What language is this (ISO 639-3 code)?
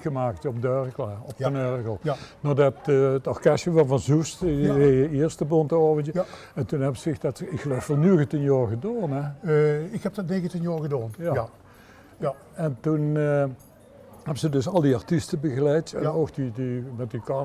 lim